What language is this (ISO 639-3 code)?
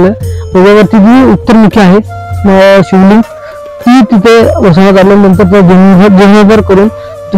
mar